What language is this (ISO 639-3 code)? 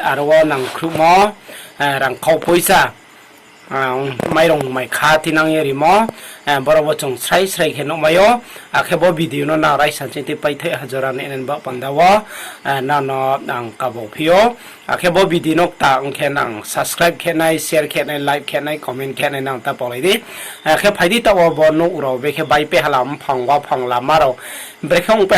ria